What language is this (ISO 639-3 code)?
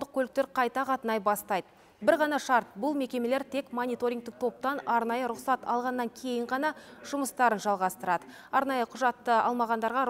kaz